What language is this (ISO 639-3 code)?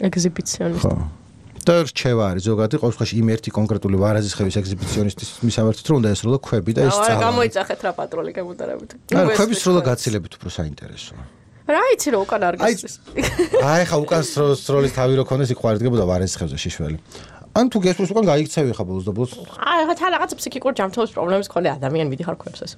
kat